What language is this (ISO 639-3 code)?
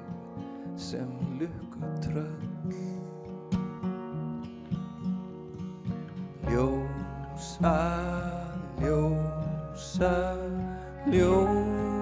isl